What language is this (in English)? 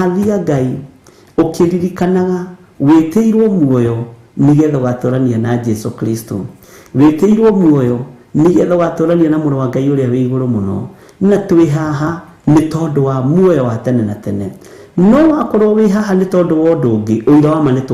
Kikuyu